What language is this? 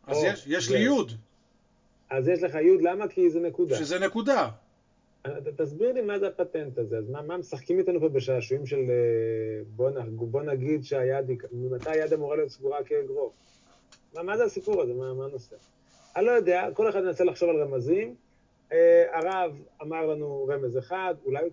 Hebrew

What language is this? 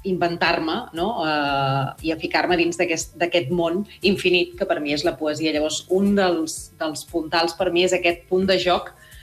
Catalan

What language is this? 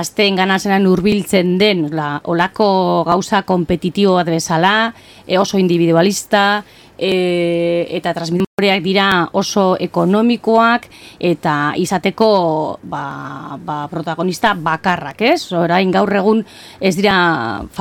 Basque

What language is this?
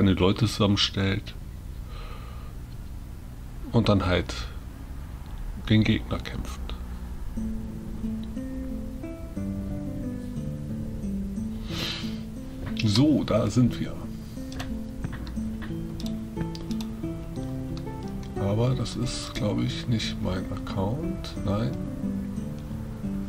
German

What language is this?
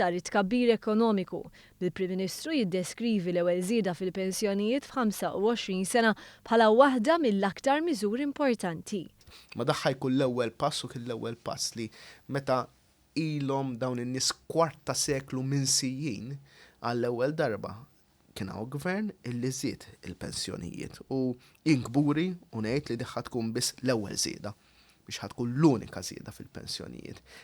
Maltese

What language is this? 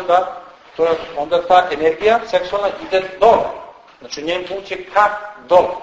Serbian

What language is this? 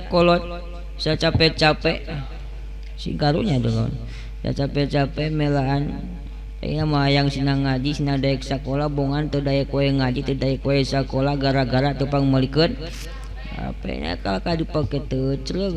Sundanese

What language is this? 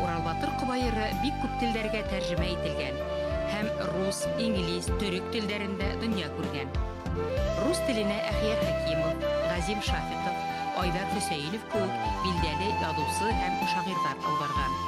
Bashkir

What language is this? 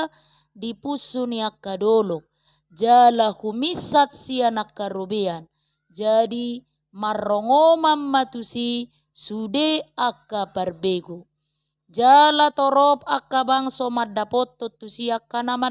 Batak Toba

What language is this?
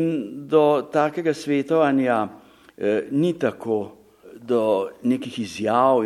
Slovenian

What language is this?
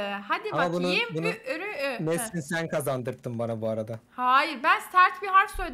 Turkish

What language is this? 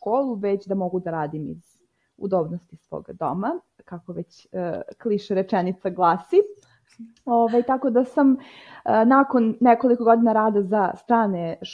Serbian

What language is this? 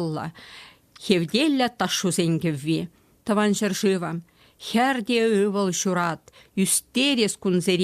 Chuvash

